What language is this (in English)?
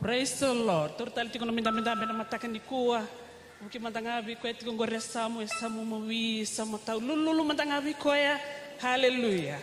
Fijian